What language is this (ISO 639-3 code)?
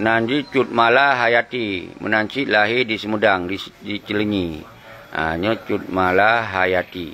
ace